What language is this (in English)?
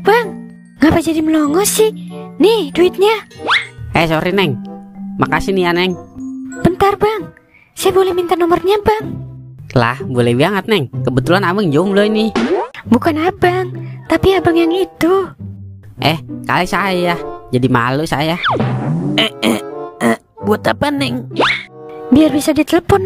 Betawi